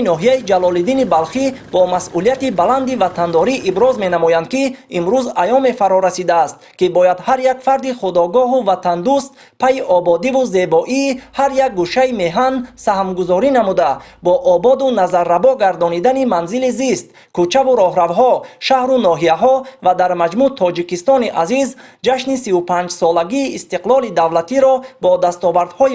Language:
Tajik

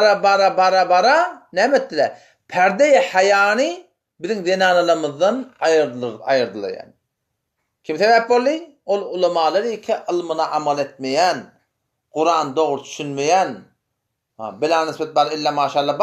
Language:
Turkmen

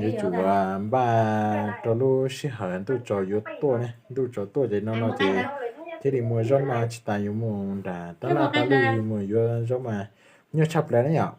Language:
Hmong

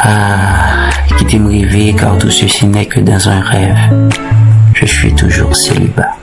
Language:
Haitian Creole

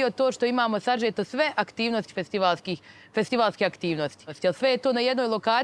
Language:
Bosnian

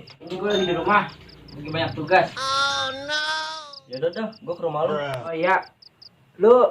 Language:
Betawi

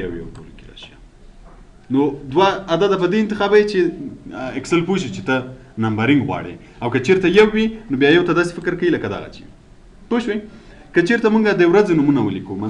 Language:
Pashto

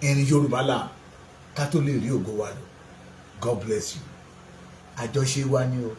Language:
Yoruba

